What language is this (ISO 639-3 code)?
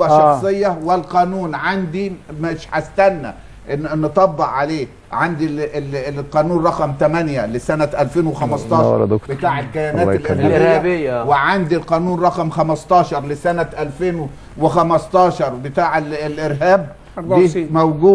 arz